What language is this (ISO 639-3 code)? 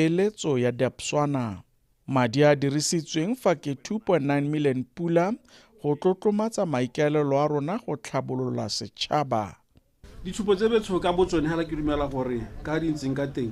tsn